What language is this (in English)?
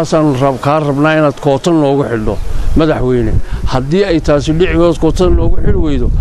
Somali